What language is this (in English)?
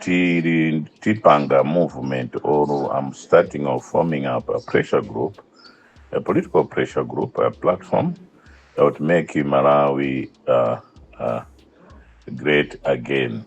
Nyanja